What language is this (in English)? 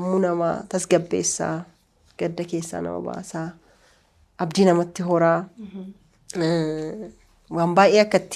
Oromo